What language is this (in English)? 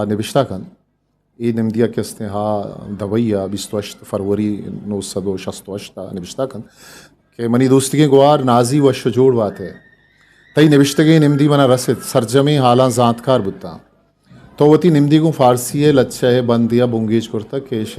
Eastern Balochi